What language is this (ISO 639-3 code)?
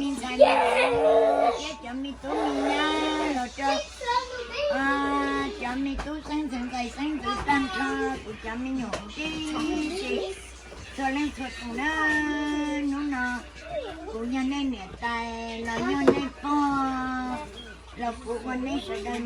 hmn